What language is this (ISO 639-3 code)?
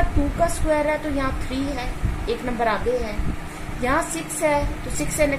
hin